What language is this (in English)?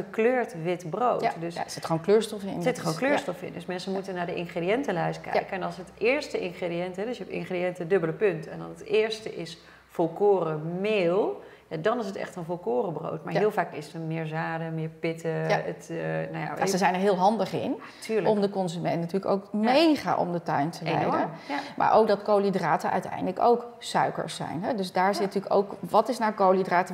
Dutch